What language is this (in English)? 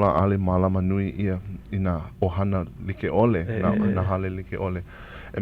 Hawaiian